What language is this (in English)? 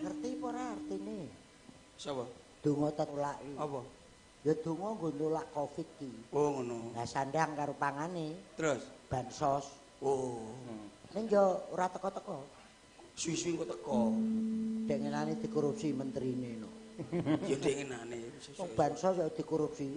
Javanese